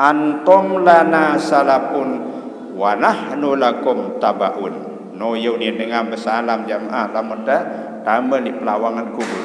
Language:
Sasak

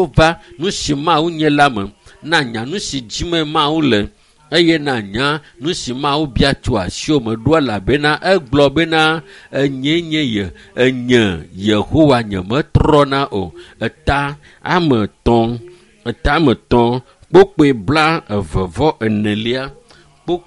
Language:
Ewe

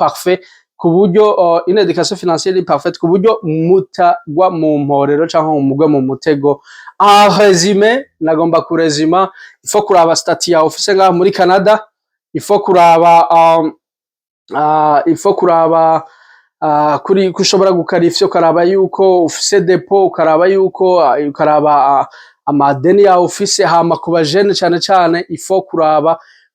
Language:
Rundi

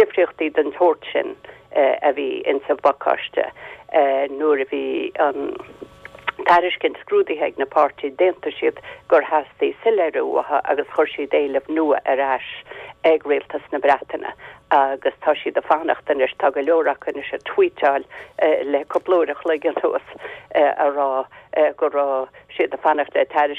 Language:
Irish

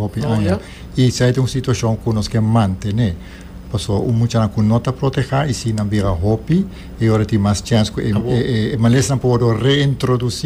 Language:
Papiamento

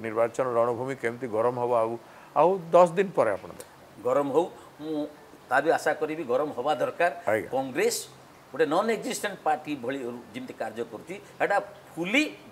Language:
Odia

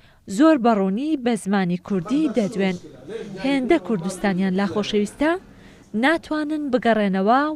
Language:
Central Kurdish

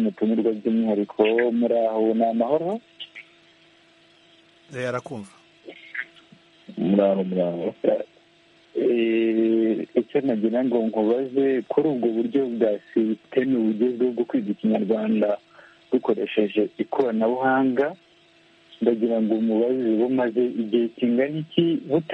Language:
Kinyarwanda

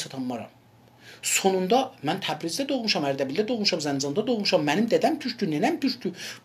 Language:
South Azerbaijani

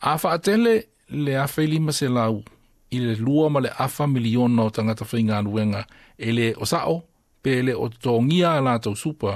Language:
Samoan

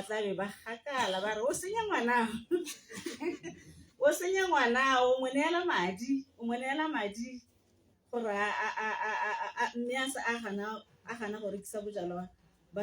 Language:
Tswana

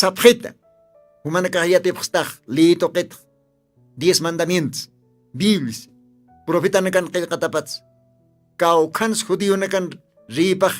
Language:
Aymara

